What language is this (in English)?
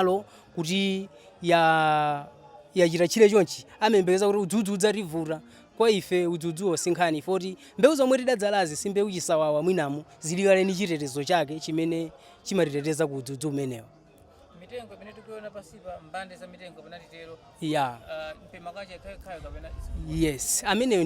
Nyanja